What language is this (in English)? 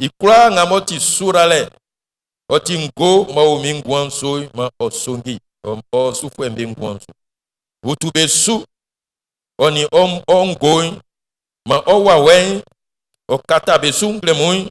Baoulé